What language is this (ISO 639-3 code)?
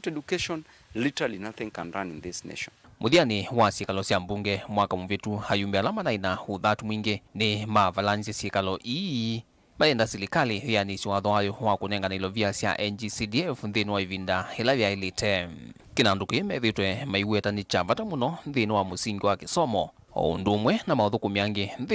kam